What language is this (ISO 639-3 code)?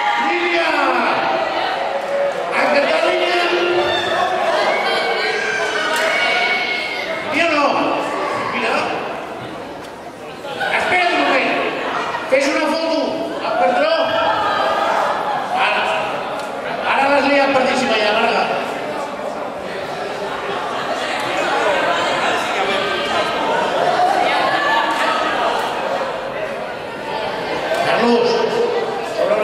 cat